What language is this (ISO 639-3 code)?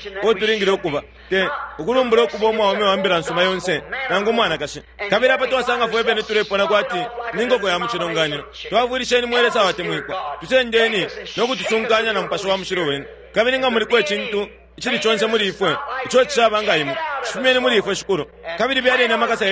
bem